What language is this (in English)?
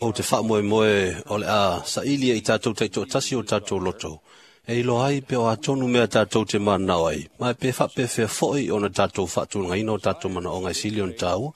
Samoan